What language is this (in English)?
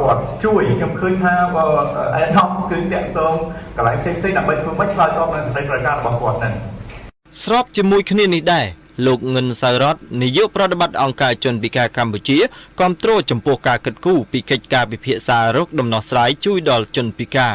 Khmer